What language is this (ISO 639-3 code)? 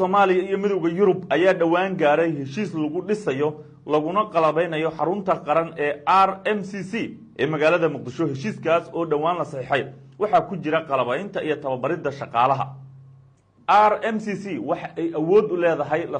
som